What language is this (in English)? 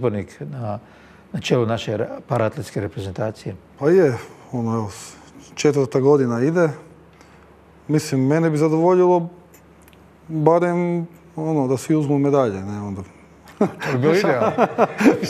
Croatian